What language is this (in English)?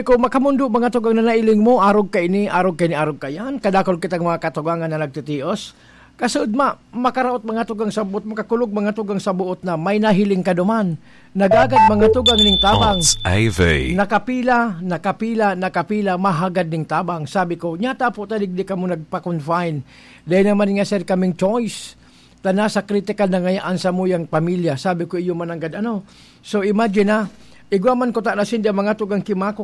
Bikol